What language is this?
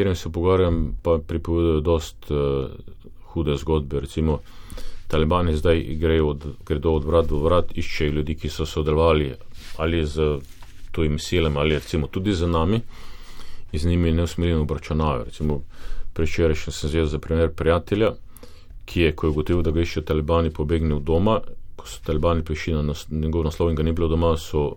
Slovenian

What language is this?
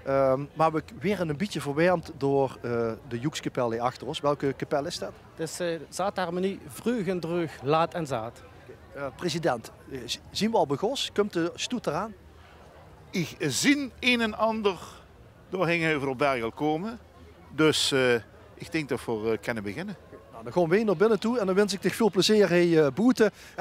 Limburgish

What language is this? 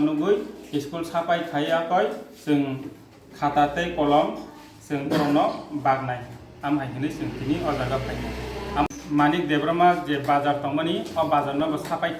Kok Borok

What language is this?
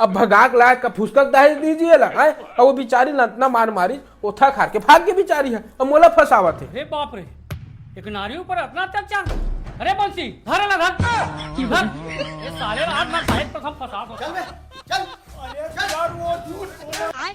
Chhattisgarhi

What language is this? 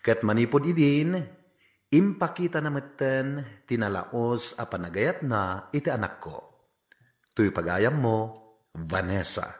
Iloko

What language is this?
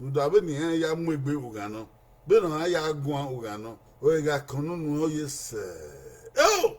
Bini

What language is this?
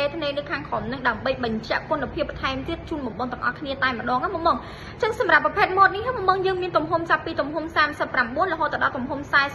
Khmer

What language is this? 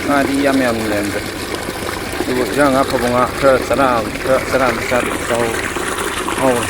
Manipuri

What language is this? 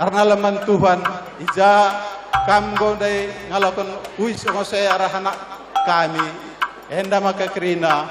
Batak Karo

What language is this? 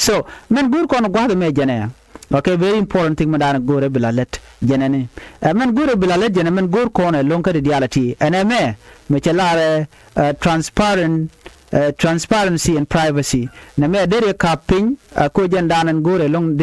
Nuer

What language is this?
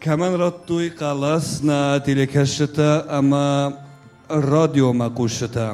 Ossetic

